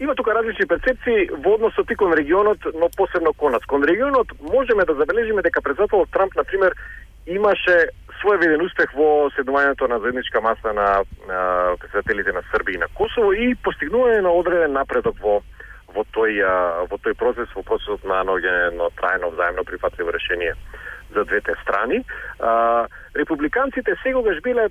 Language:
Macedonian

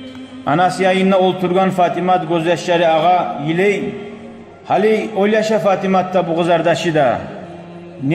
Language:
Kumyk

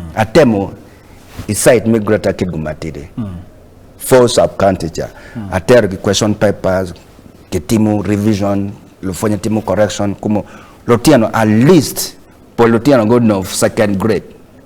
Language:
Acoli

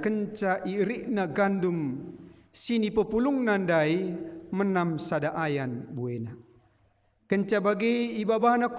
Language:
Batak Karo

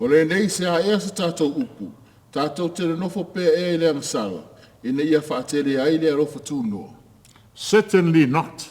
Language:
Samoan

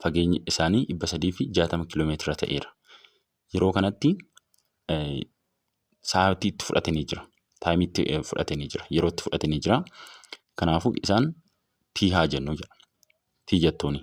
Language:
Oromo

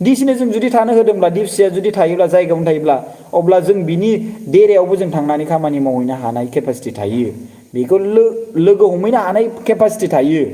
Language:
Bodo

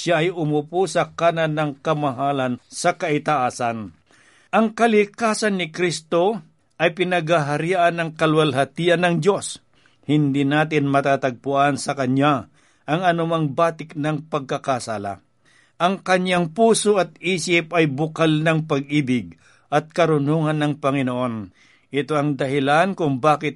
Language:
Filipino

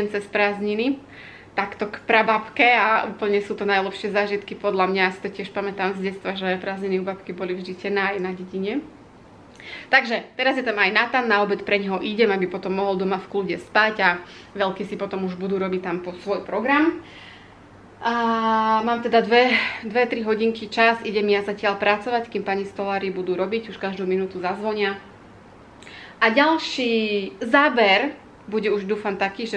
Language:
Slovak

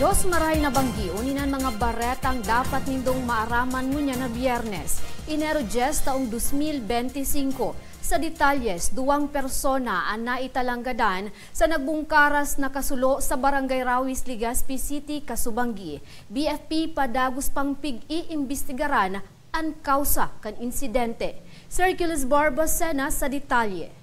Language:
Bikol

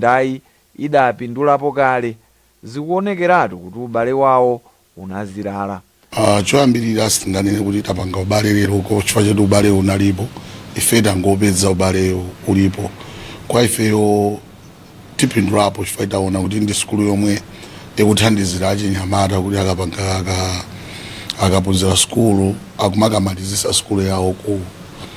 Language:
Nyanja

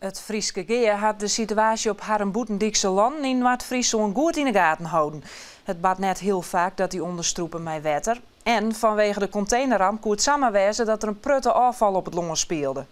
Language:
Western Frisian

